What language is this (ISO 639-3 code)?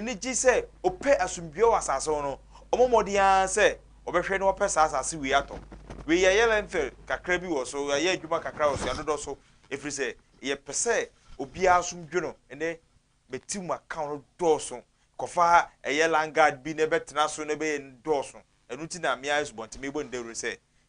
aka